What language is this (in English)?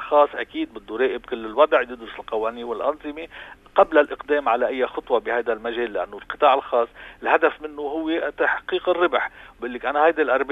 North Levantine Arabic